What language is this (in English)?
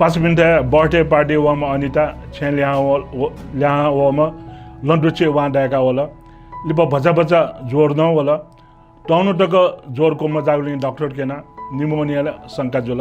Newari